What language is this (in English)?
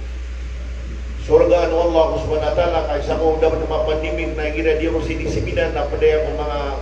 Maranao